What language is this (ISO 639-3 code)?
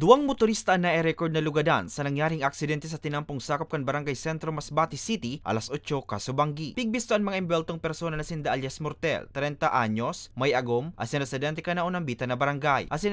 bik